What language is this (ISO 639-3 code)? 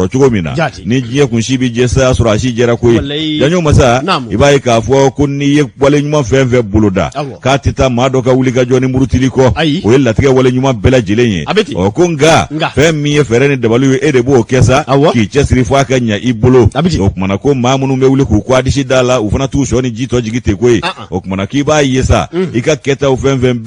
bam